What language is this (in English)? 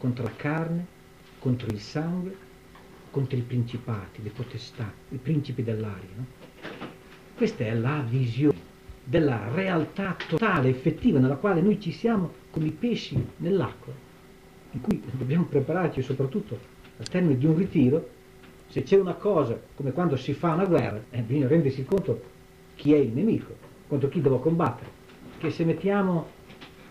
Italian